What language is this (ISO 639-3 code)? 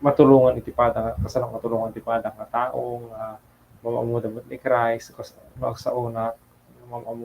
ilo